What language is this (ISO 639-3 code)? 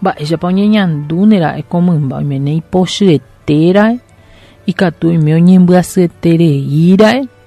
grn